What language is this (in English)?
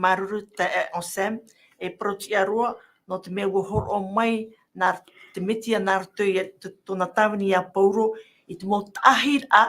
Tahitian